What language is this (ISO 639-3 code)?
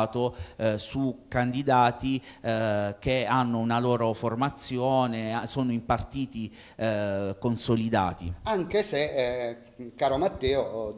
ita